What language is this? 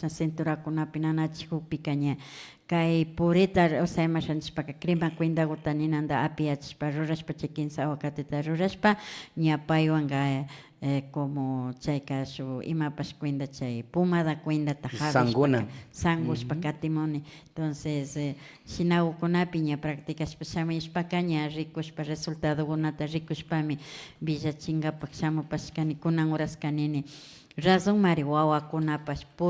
Imbabura Highland Quichua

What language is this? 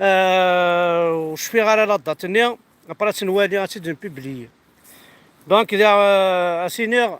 Kabyle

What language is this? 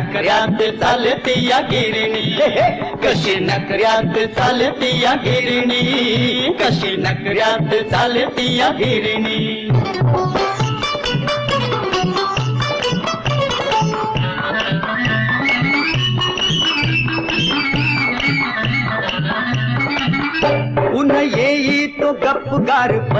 Marathi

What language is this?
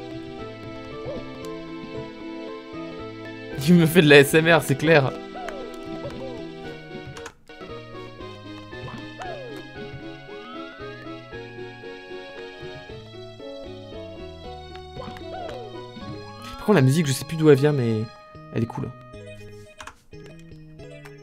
French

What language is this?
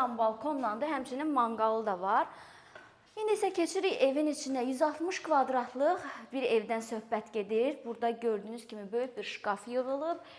Azerbaijani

